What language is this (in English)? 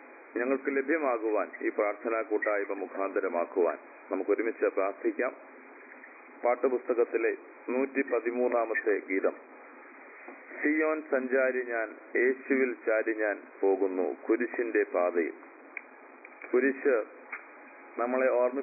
Malayalam